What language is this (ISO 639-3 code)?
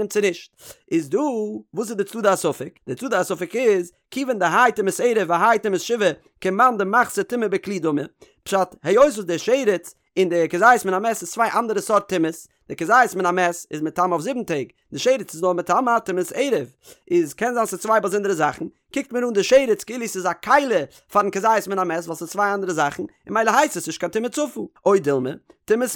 yid